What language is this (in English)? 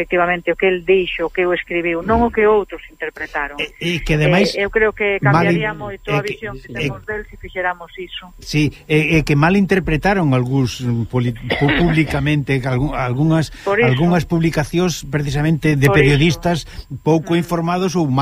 Galician